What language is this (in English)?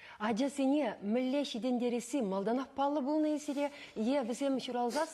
Chuvash